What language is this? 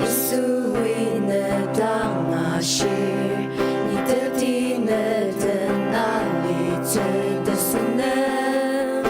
Ao Naga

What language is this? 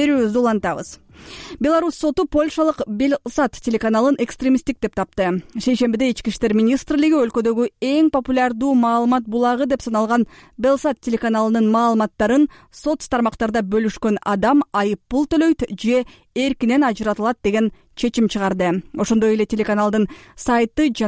Kyrgyz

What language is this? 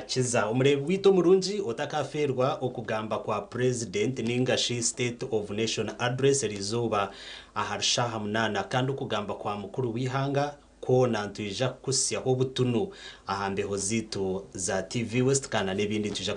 Nyankole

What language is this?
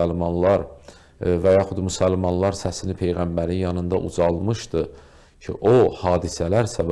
Azerbaijani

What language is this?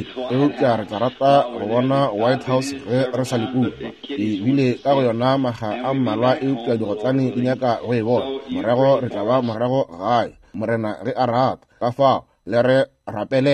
Northern Sotho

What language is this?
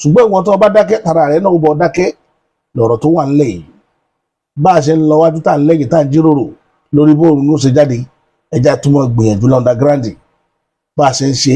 Yoruba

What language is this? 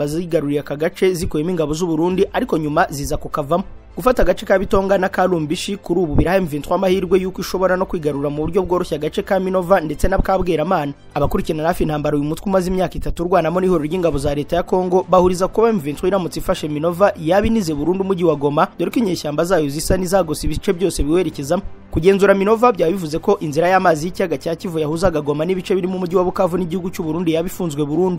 Kinyarwanda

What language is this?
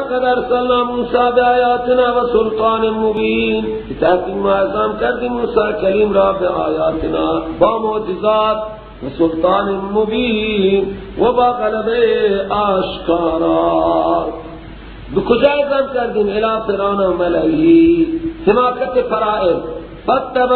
Persian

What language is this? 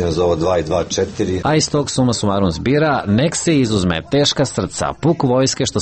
Serbian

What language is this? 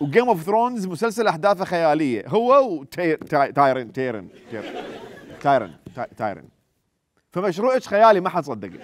Mesopotamian Arabic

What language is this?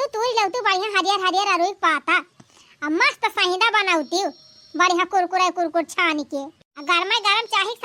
Awadhi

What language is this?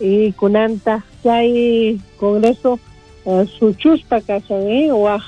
South Bolivian Quechua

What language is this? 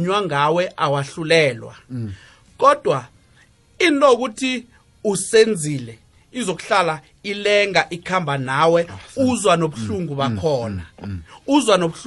South Ndebele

